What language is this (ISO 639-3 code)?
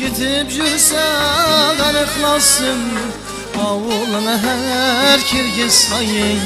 kaa